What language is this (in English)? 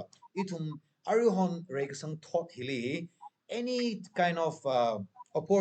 Tangkhul Naga (India)